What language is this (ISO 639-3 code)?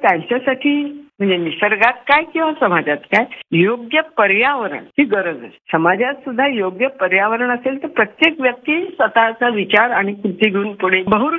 mar